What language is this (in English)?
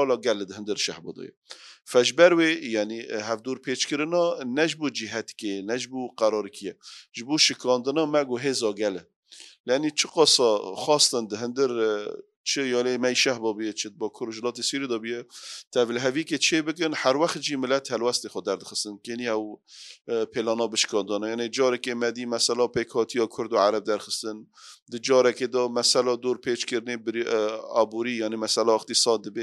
Kurdish